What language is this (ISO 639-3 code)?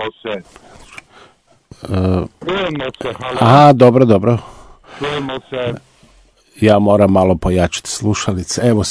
hrv